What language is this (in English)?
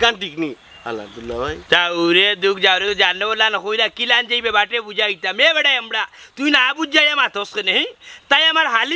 Sylheti